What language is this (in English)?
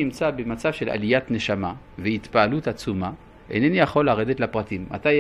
Hebrew